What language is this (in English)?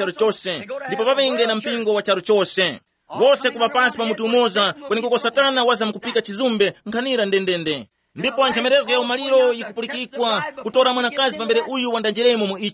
Tumbuka